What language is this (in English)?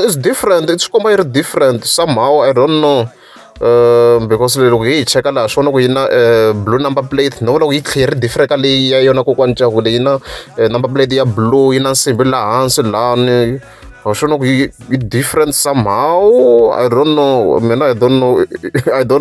Tsonga